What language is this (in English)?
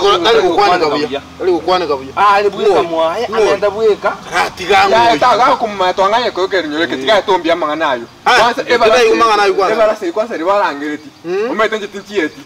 Gusii